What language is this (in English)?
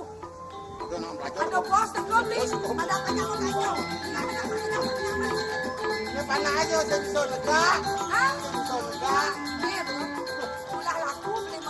Balinese